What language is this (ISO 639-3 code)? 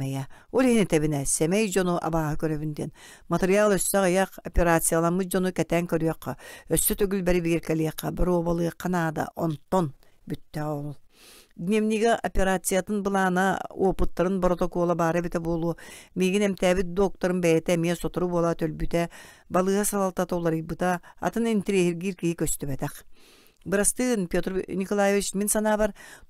sah